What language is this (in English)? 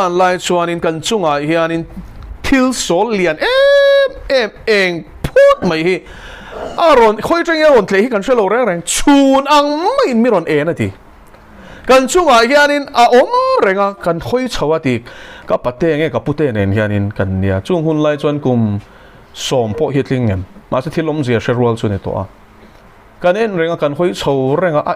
Mizo